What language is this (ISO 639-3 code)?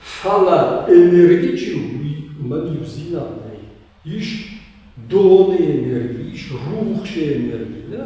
oss